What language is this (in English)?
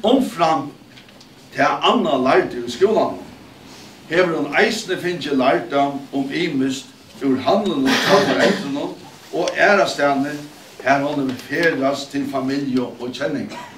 Faroese